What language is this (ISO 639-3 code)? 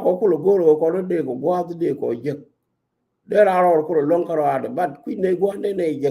nus